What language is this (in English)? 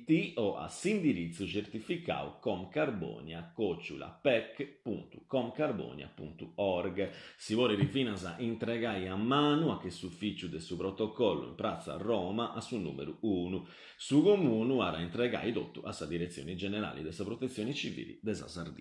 Sardinian